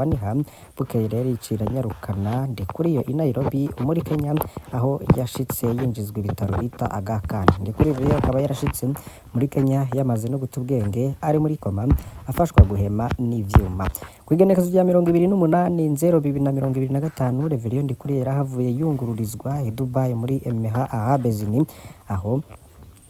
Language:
Rundi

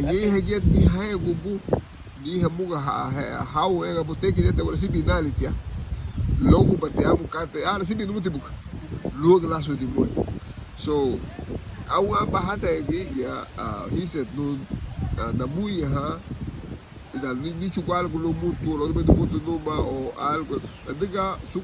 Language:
Garifuna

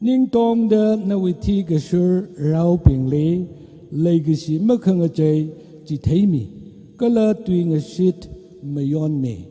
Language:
Tangkhul Naga (India)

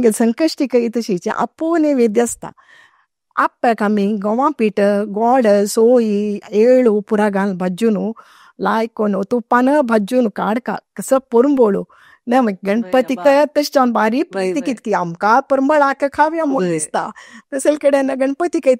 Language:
Konkani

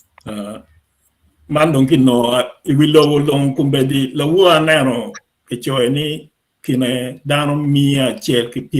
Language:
Acoli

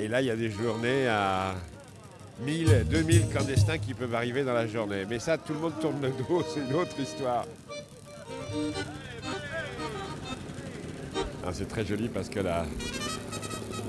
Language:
French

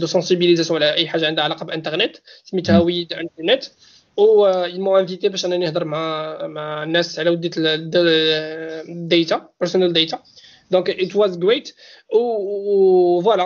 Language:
Moroccan Arabic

